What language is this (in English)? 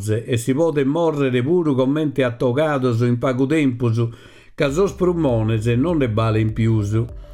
Sardinian